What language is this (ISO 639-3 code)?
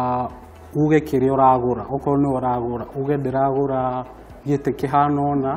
kik